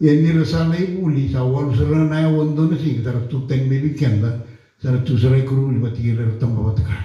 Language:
Fijian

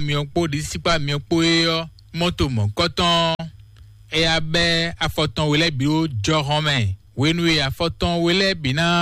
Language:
Fon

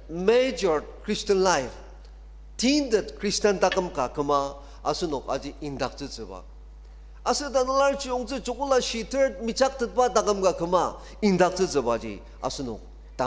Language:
Ao Naga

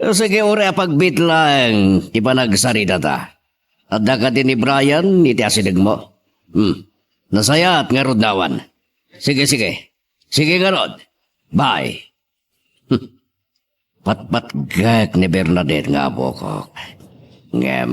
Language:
Iloko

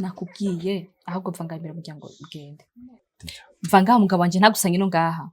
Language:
Rundi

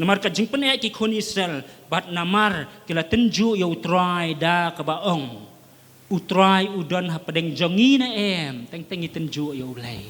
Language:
Khasi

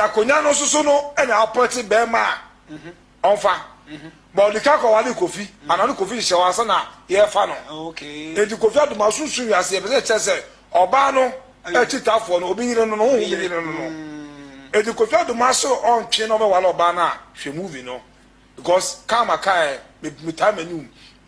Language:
Akan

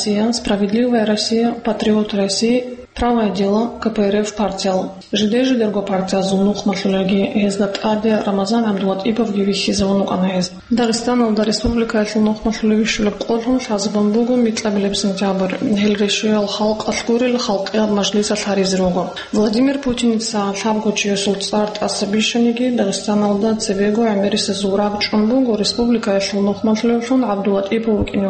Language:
Avaric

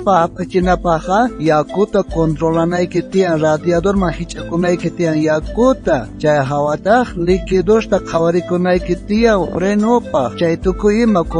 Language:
South Bolivian Quechua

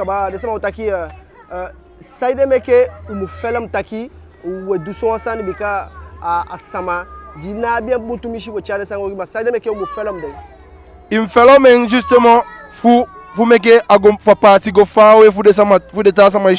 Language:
Eastern Maroon Creole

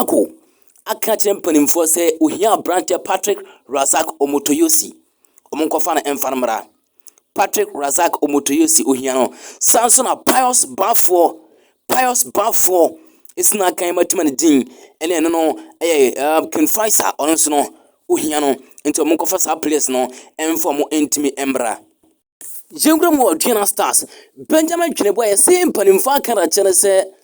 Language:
Akan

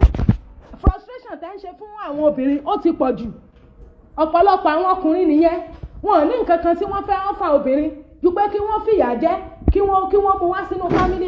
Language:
Yoruba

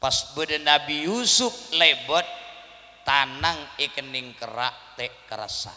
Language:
Madurese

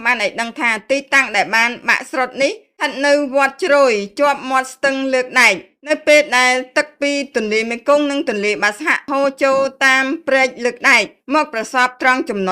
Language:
Khmer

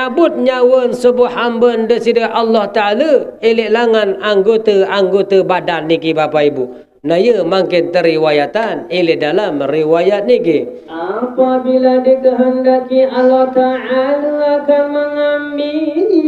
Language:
Sasak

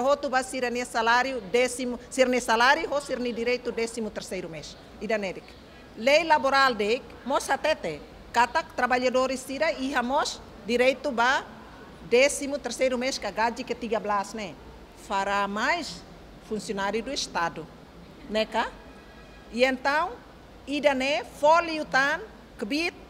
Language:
Tetum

